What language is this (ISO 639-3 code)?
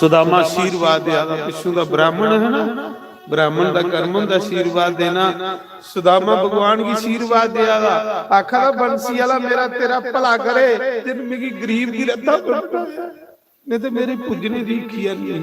doi